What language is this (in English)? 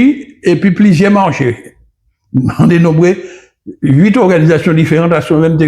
Guadeloupean Creole French